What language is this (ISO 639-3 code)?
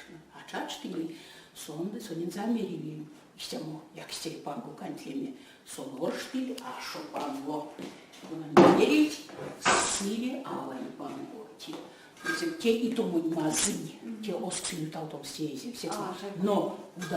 myv